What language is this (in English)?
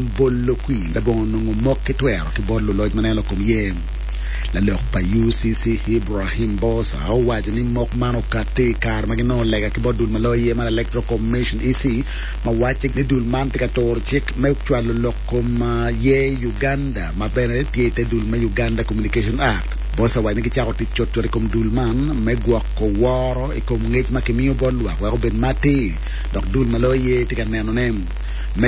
Acoli